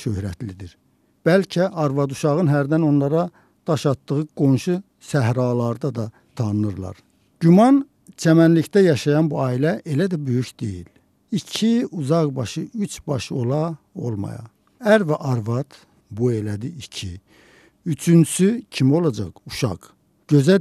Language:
Azerbaijani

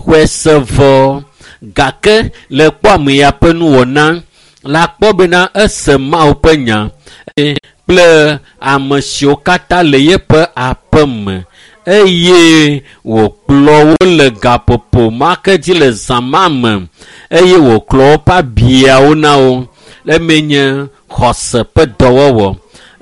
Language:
Ewe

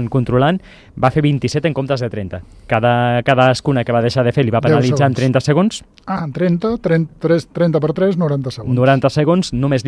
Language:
Catalan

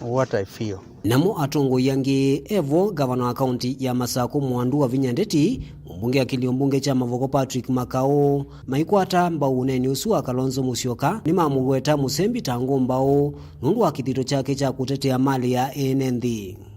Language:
Kamba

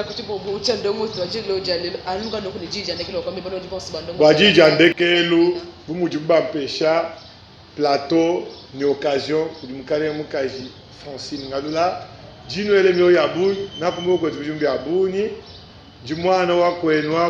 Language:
Luba-Lulua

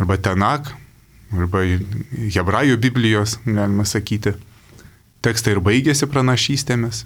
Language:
Lithuanian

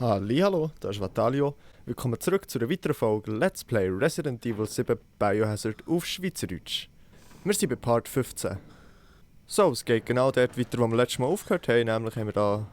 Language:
Swiss German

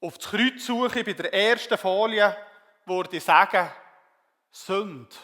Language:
Swiss German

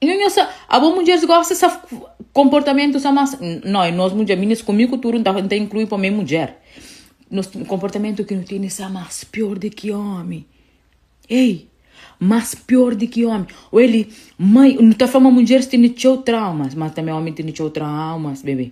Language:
Kabuverdianu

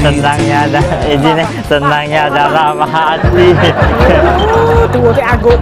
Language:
Musi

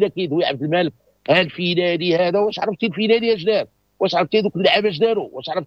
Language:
Moroccan Arabic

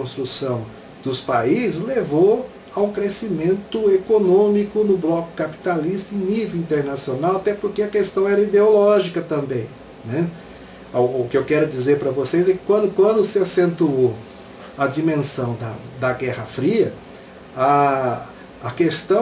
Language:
Portuguese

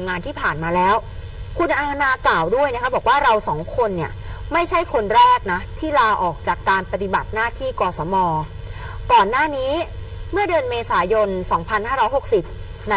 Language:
Thai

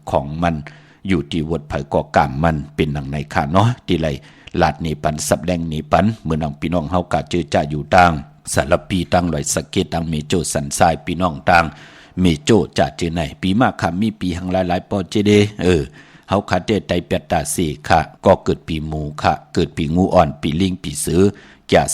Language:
Shan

